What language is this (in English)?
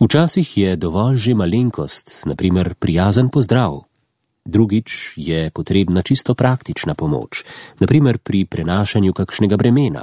Slovenian